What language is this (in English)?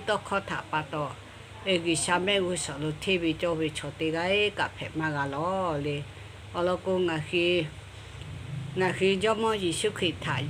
Lahu